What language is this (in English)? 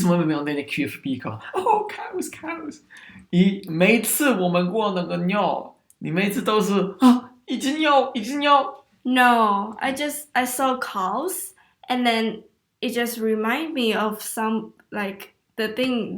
Swiss German